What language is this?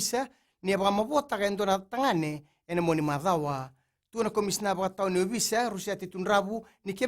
Fijian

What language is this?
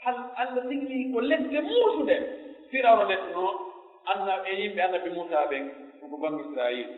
Pular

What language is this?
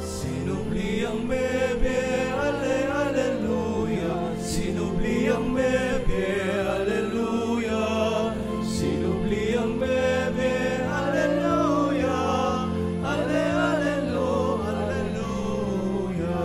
Pampanga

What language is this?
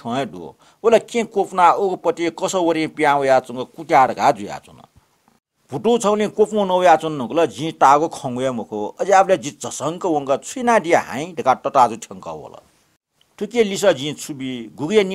Newari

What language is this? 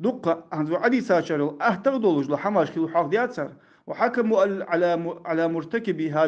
Ingush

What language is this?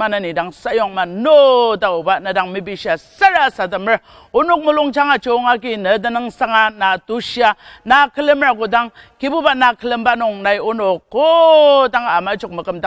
Ao Naga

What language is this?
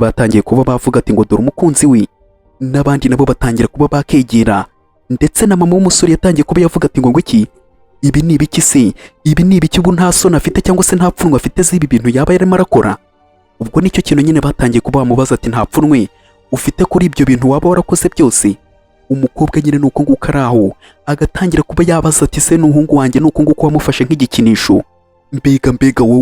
Kinyarwanda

